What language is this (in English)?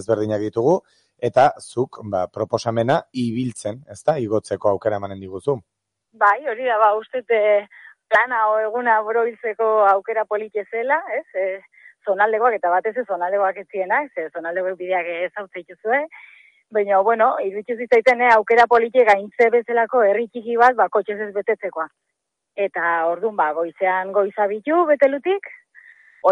Basque